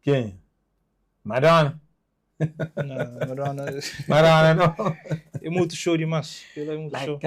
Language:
Kabuverdianu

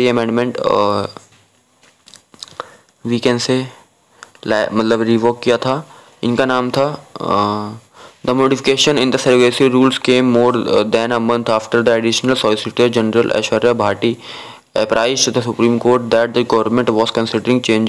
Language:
Hindi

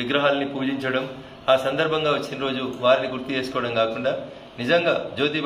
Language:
Telugu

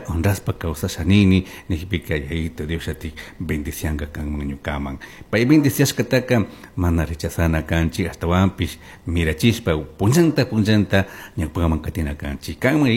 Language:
Chimborazo Highland Quichua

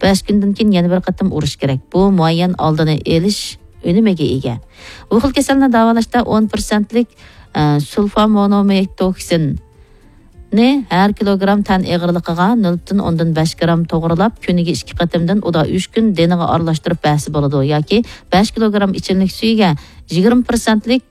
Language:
Uyghur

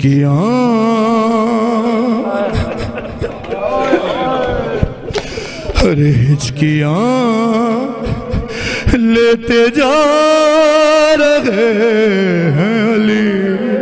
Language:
Urdu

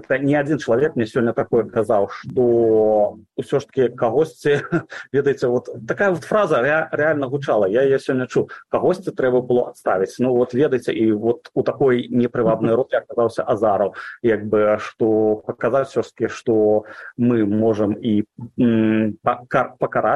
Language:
Belarusian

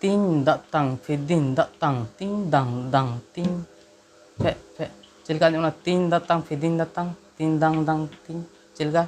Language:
Santali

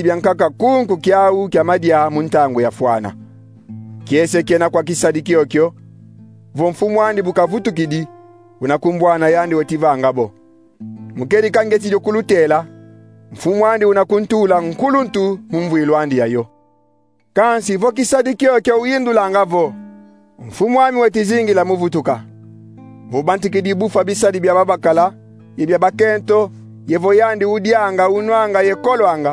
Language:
Kongo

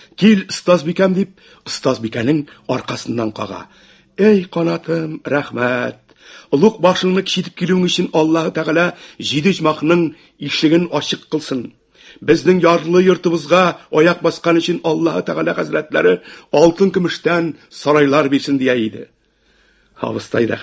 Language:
Tatar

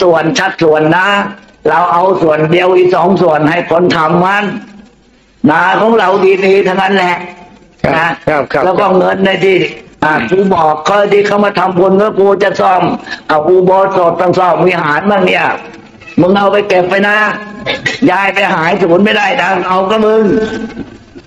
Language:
Thai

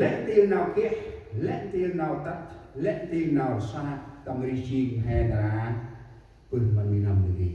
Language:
Central Mnong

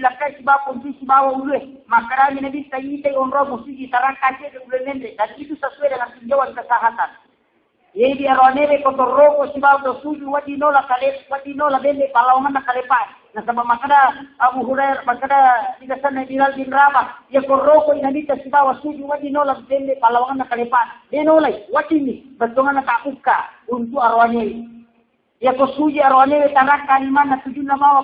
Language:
Buginese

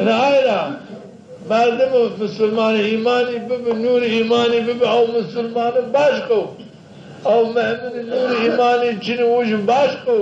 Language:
Zaza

